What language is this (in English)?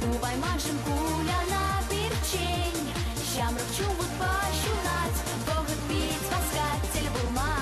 Chuvash